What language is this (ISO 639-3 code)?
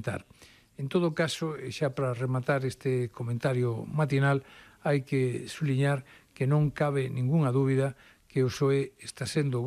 glg